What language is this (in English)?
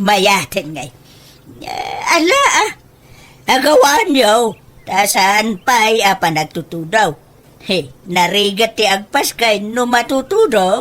Iloko